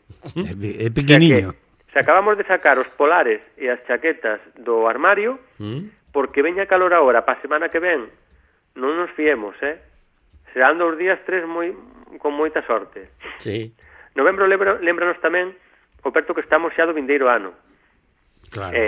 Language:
Galician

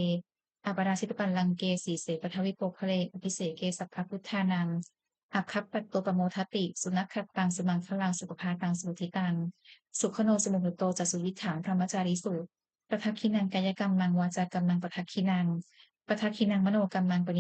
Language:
Pali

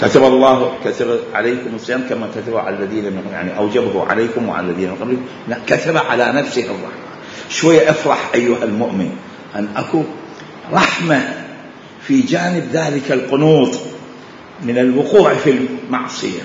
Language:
Mesopotamian Arabic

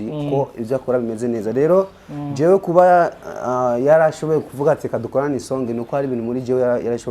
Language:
Rundi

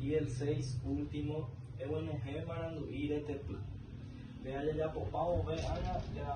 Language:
Guarani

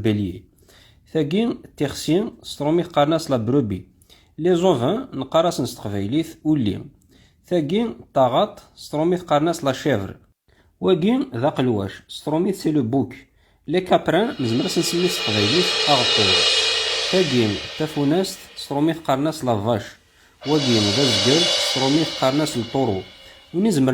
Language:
Kabyle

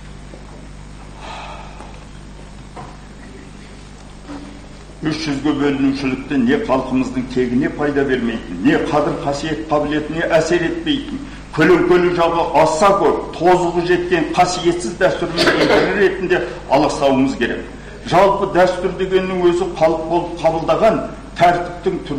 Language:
Kazakh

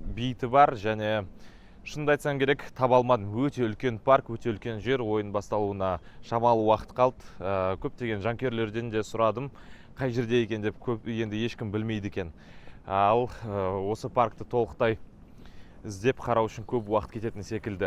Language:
Kazakh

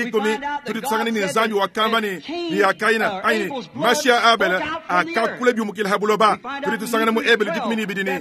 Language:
Luba-Lulua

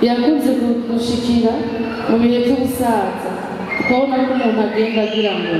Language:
Rundi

